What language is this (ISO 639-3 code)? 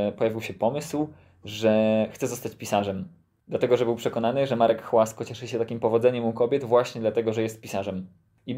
pol